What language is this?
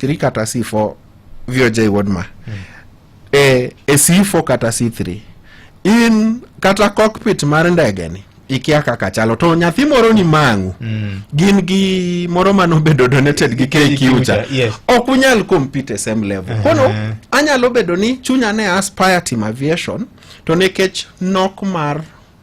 Luo (Kenya and Tanzania)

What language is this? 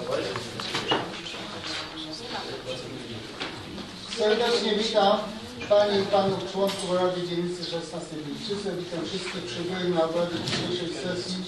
Polish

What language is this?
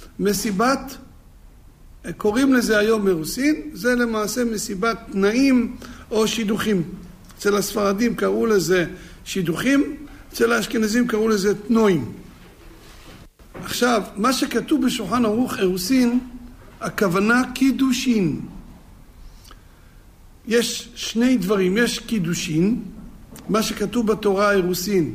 Hebrew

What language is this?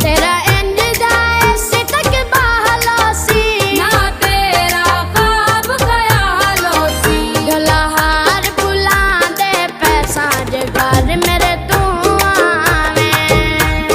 Pahari-Potwari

